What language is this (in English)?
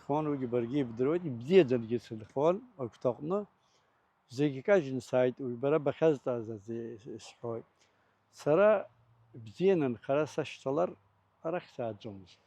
Abkhazian